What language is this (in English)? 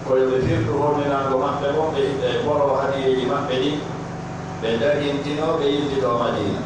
Pular